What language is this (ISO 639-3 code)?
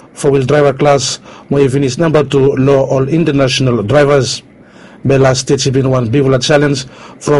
bis